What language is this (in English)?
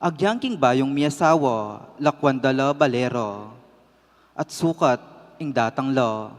Pampanga